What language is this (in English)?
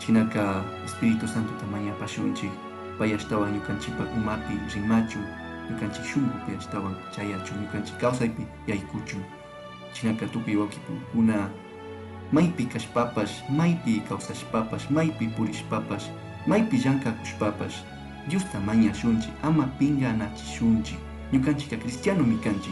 Chimborazo Highland Quichua